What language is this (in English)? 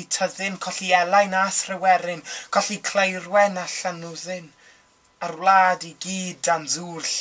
Welsh